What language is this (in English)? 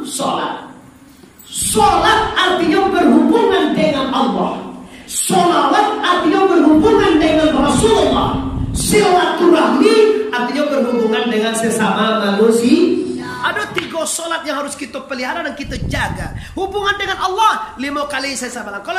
Minangkabau